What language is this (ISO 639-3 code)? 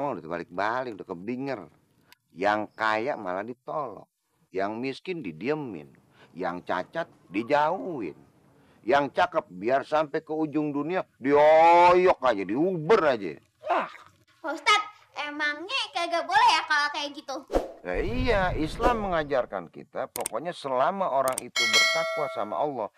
bew